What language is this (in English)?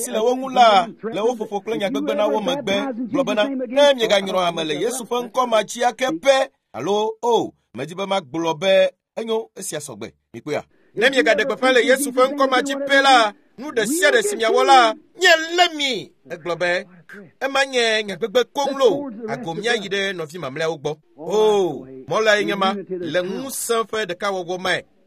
Ewe